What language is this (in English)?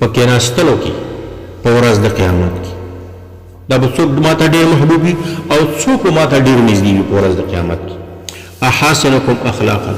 Pashto